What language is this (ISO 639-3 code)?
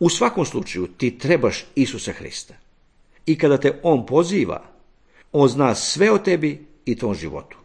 srp